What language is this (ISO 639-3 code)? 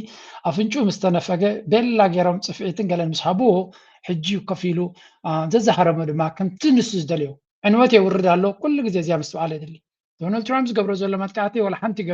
tir